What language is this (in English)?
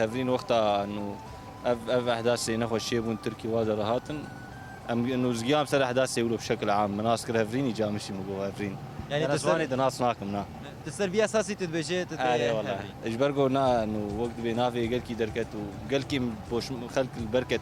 Kurdish